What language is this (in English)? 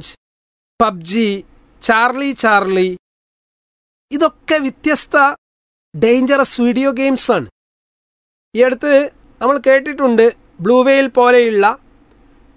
Malayalam